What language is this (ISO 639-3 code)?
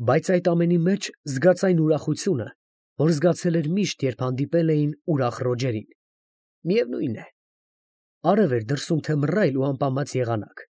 hye